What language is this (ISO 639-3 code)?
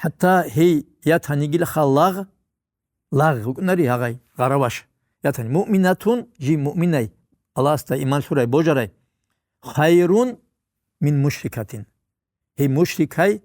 ava